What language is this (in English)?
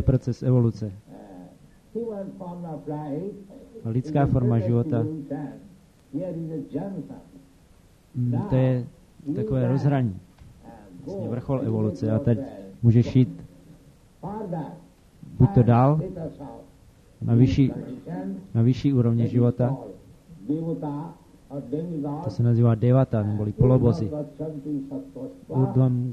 Czech